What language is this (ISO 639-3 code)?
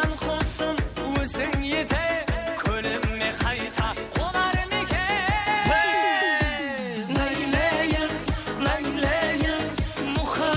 kaa